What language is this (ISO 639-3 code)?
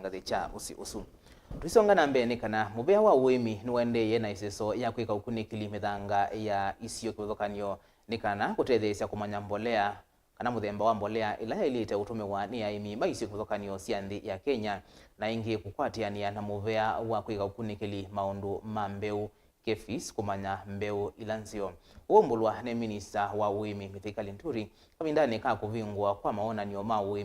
kam